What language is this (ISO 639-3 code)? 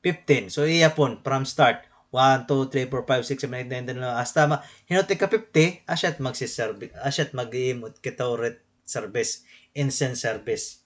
war